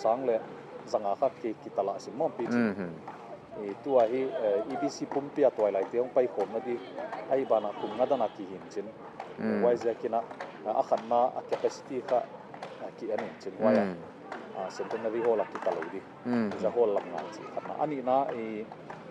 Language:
Paite Chin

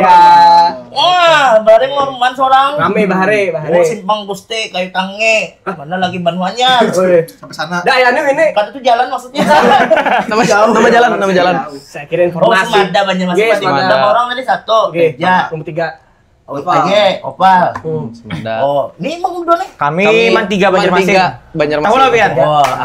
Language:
Banjar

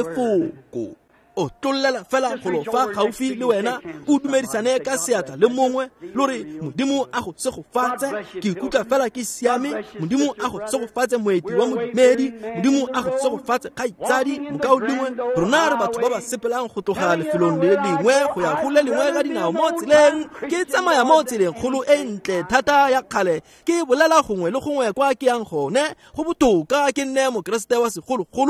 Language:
Tswana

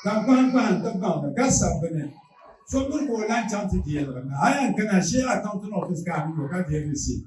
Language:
Dagbani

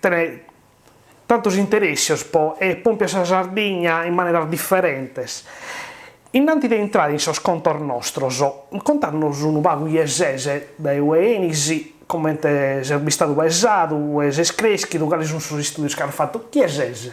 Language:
Sardinian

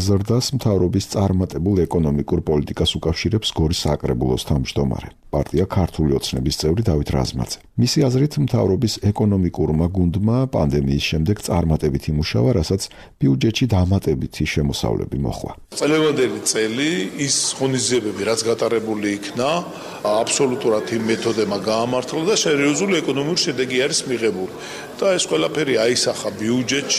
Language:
Georgian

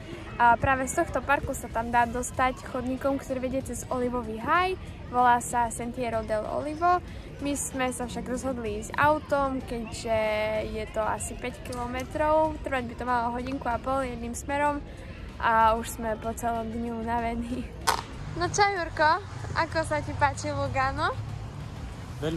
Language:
Slovak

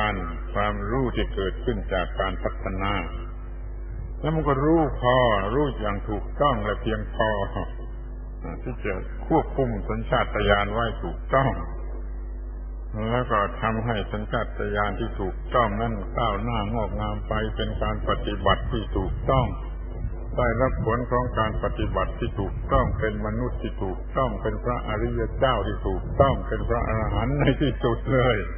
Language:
Thai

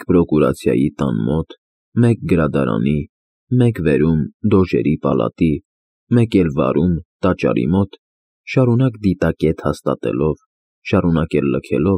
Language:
Armenian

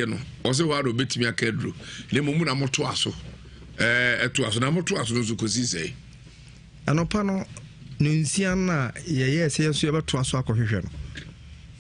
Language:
Akan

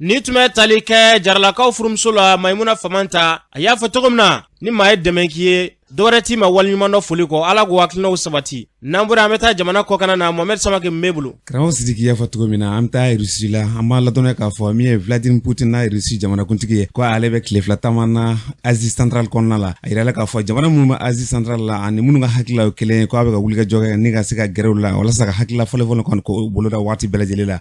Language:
Bambara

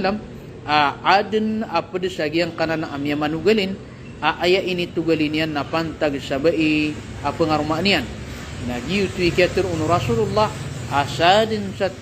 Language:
Maranao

